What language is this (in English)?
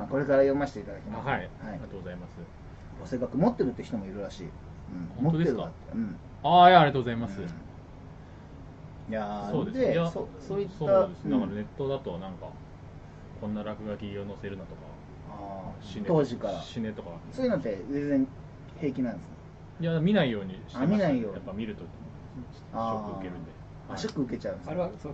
Japanese